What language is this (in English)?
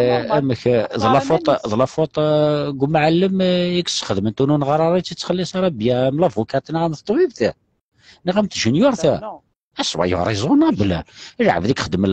Kabyle